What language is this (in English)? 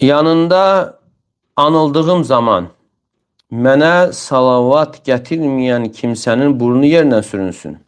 Azerbaijani